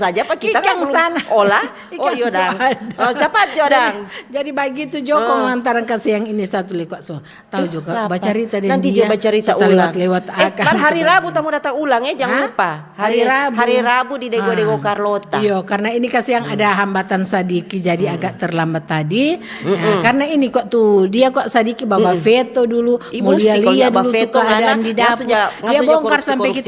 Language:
Manado Malay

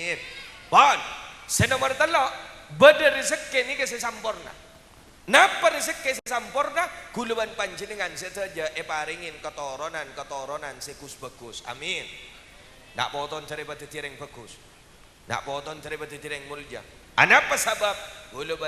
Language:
Madurese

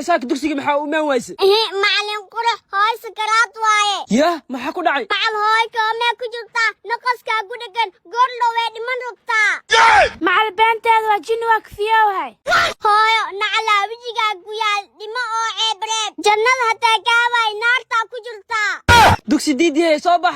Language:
Somali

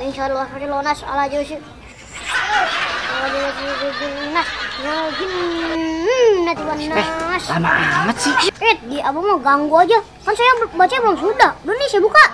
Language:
Betawi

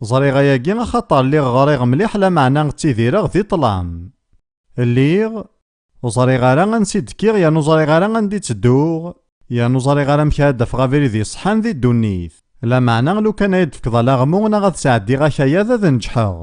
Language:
Kabyle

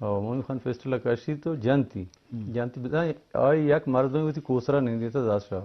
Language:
Eastern Balochi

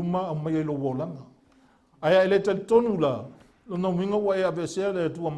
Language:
Samoan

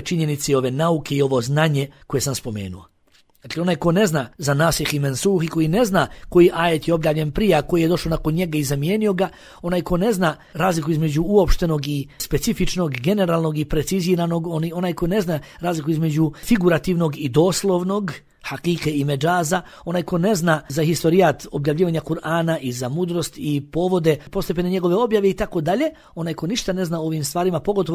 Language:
Bosnian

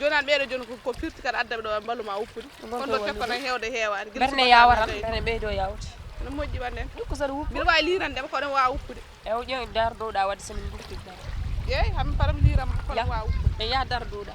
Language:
Fula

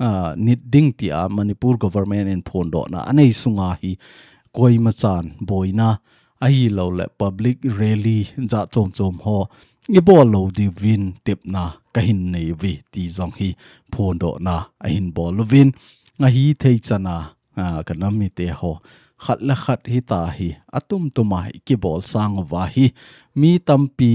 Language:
Thado Chin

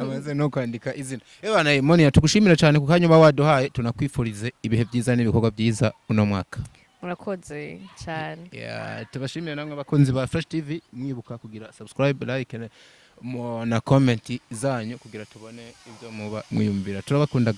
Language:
Rundi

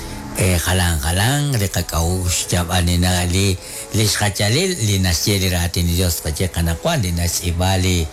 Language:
Kekchí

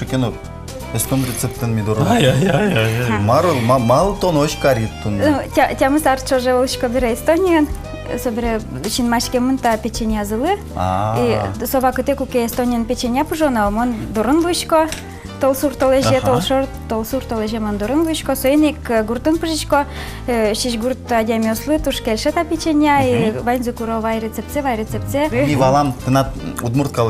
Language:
Udmurt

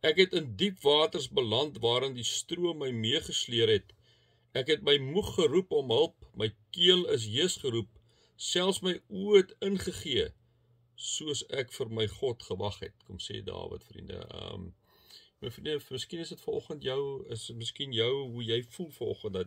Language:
Afrikaans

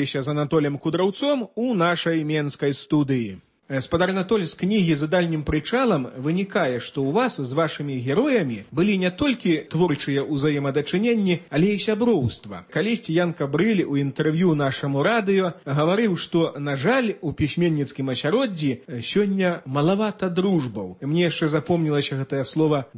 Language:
Belarusian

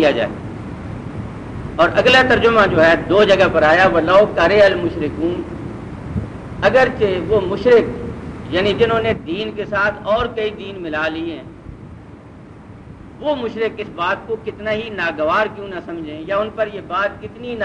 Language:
Urdu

